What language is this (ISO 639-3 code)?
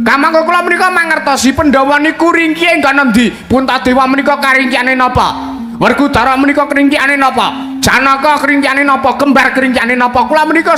jav